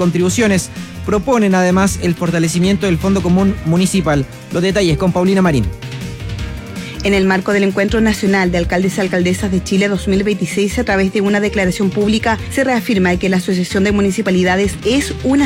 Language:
Spanish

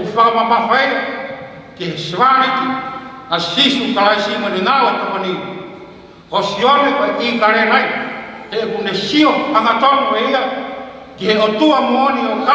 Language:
Tongan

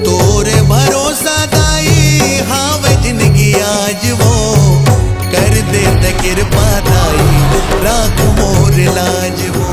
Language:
Chhattisgarhi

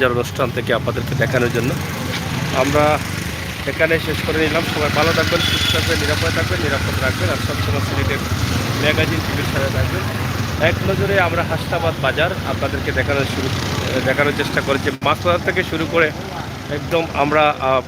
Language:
Sylheti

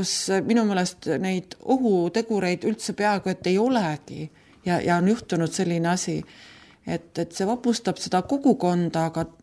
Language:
Estonian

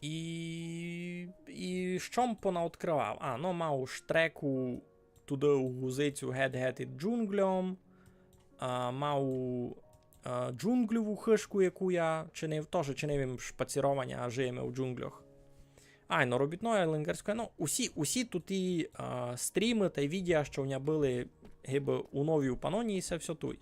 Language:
Rusyn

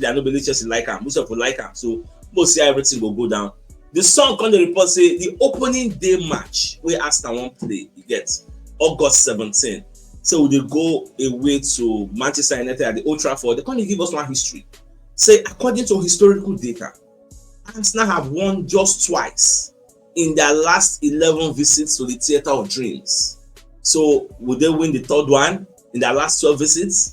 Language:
Nigerian Pidgin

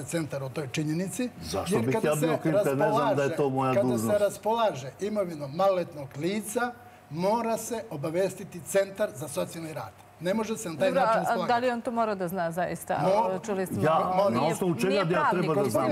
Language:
Serbian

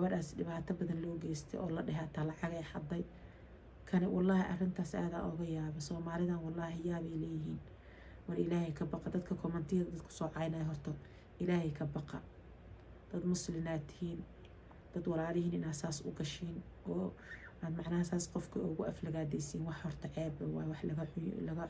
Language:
Somali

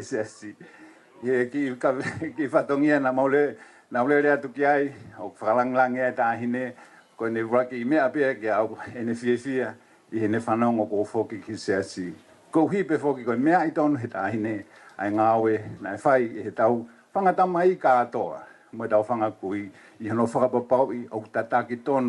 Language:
Tongan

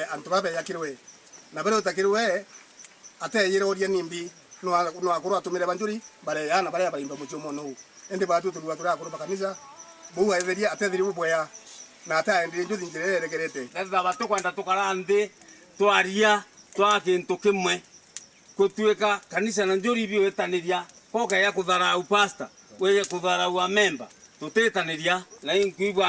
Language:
Meru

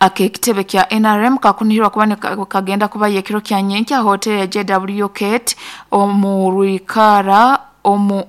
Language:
Nyoro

